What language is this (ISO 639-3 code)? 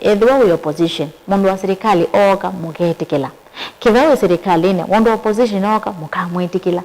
kam